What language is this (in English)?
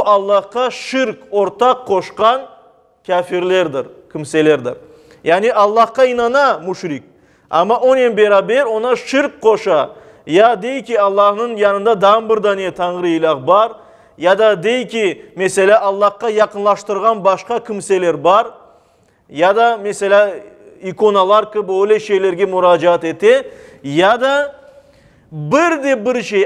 Crimean Tatar